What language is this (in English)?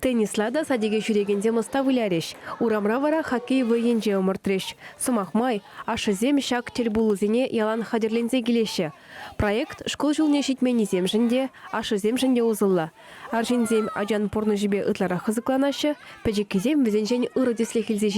Chuvash